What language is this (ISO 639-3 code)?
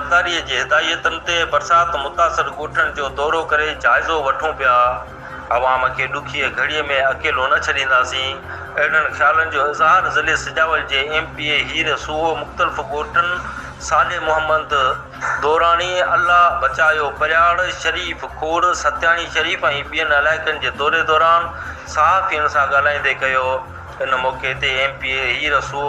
snd